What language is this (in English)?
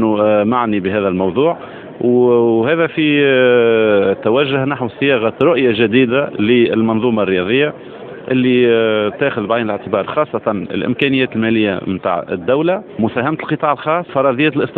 Tunisian Arabic